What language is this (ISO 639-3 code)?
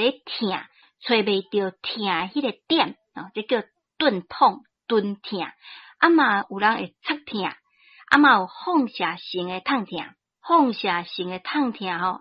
nan